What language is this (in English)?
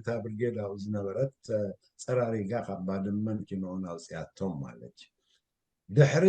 Tigrinya